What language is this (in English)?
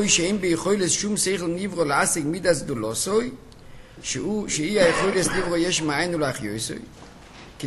Hebrew